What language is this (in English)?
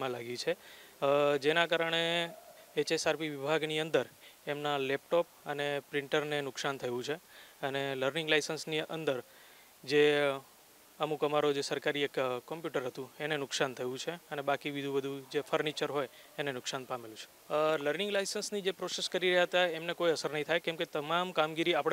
Gujarati